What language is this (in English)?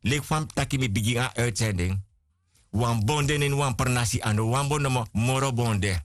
Sranan Tongo